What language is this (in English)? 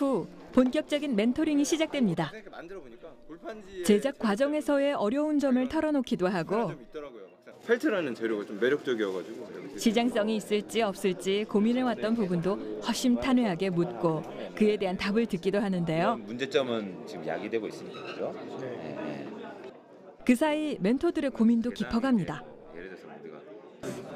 Korean